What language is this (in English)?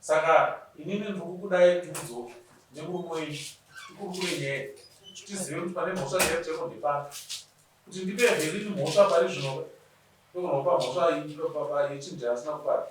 Shona